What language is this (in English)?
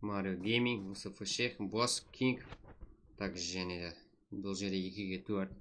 Kara-Kalpak